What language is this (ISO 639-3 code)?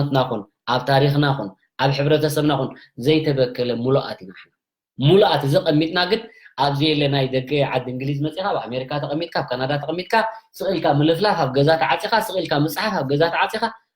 tir